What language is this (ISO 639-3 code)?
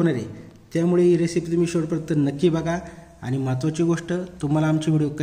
mar